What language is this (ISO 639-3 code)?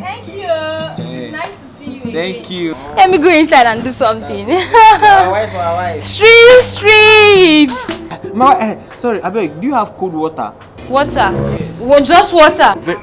pcm